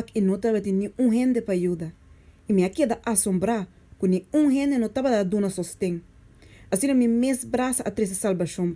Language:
Papiamento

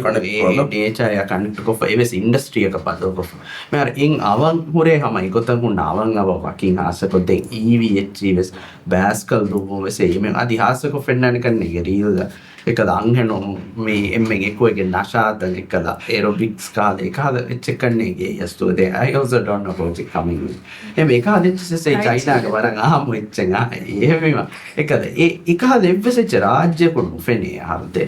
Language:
Divehi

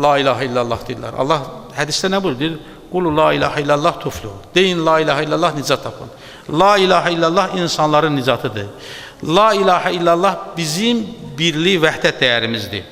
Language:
Azerbaijani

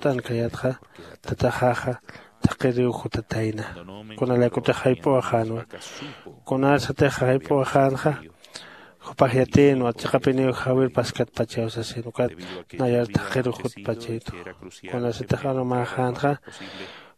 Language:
Aymara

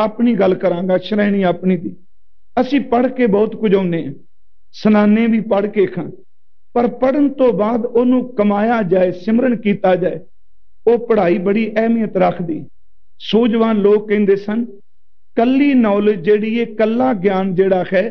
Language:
Punjabi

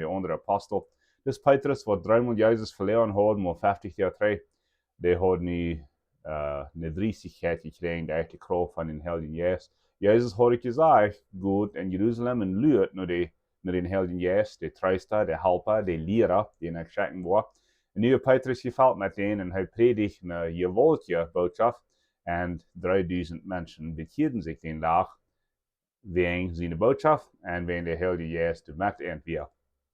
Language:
Plautdietsch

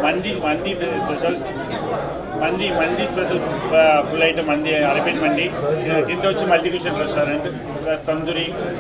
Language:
Telugu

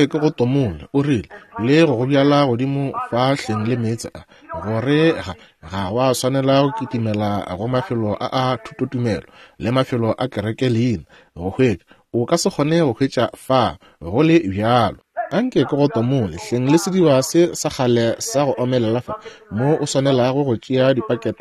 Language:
Northern Sotho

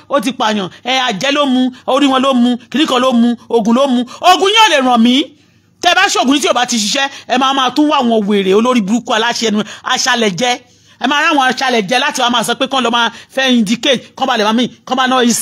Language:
Yoruba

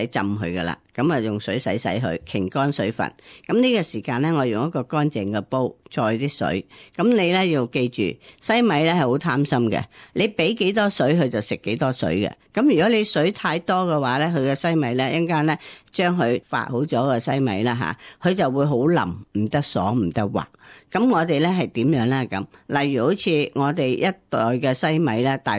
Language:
Cantonese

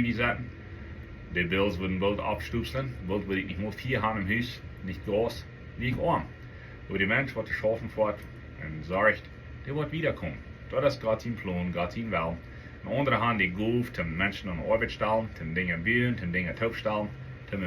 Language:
Plautdietsch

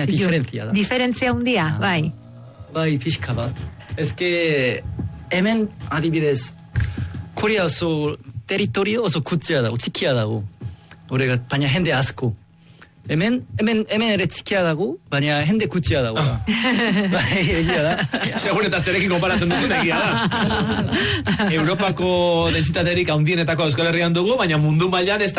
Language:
Basque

